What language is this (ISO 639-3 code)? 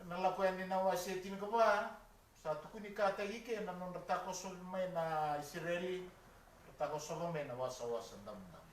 fij